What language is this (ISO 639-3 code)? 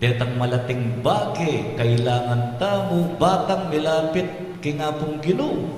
pam